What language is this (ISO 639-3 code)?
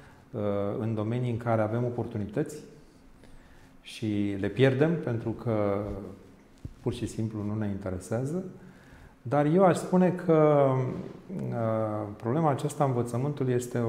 ron